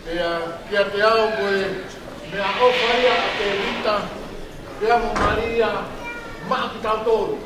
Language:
Tongan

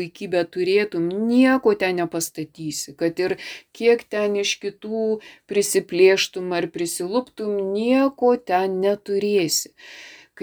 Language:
Lithuanian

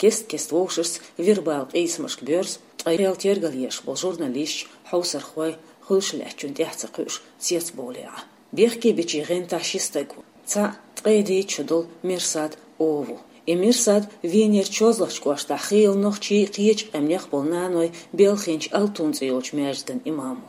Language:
Chechen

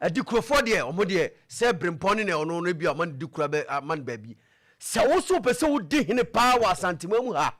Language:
Akan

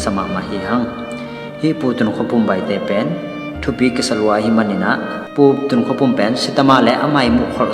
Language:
Tedim Chin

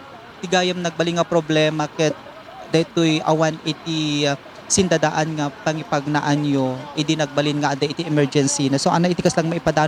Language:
Iloko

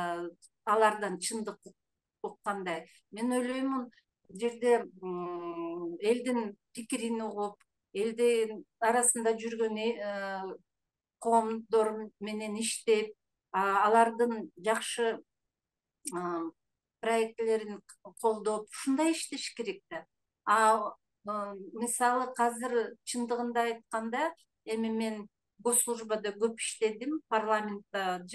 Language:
Kyrgyz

